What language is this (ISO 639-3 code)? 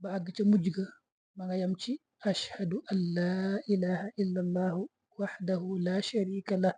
wol